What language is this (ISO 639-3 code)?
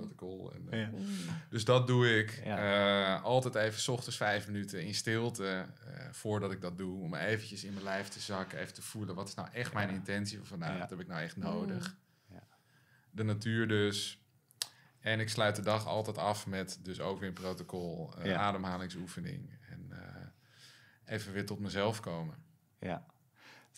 nld